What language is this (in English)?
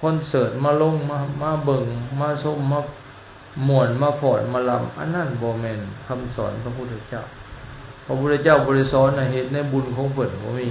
Lao